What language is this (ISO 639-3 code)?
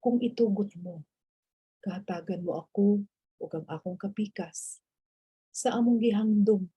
ceb